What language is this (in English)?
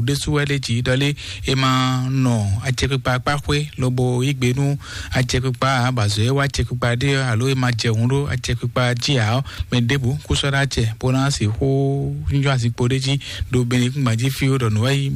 Fon